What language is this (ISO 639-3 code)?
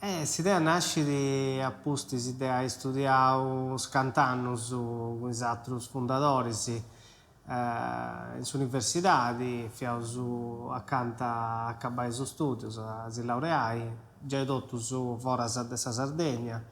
srd